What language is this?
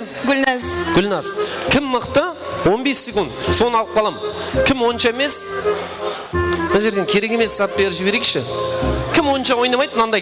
Kara-Kalpak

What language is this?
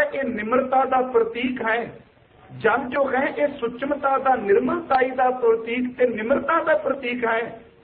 Punjabi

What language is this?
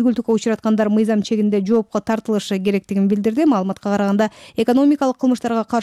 Kyrgyz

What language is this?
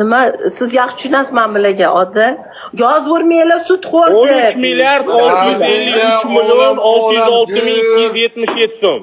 Uzbek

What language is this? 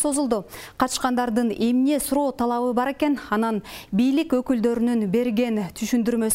Kyrgyz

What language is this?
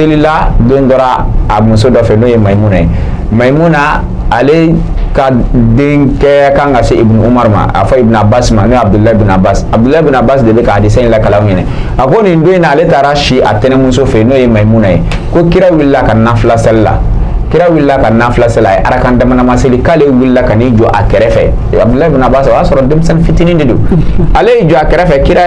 Bambara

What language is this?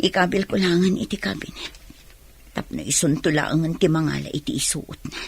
Iloko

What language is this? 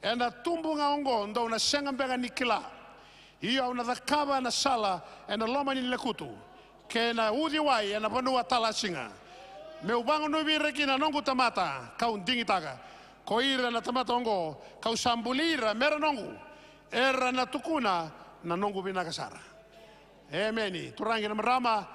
Fijian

